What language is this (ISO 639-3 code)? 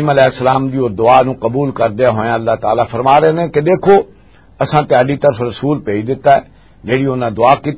lah